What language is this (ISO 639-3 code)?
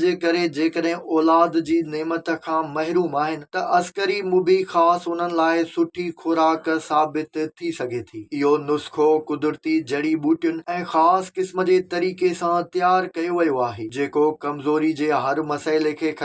snd